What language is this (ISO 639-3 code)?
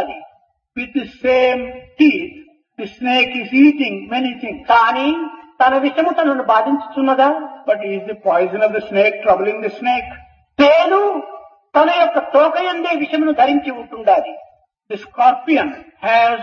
tel